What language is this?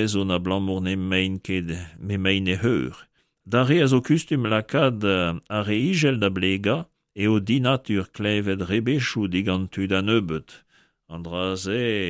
Breton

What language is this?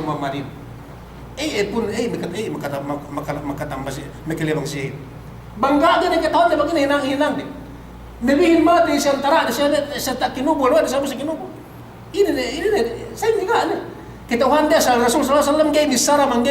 Yakan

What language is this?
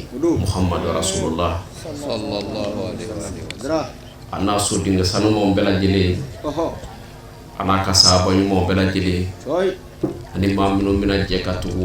Bambara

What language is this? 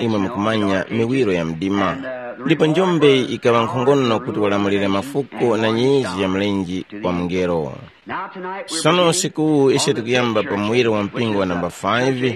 Tumbuka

